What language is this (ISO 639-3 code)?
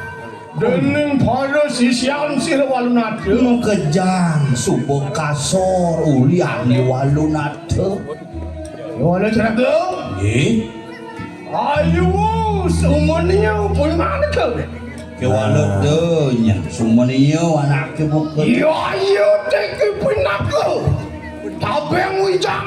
ban